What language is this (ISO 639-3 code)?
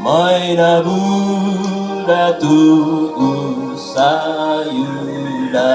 sda